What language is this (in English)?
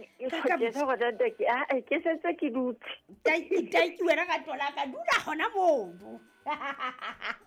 Southern Sotho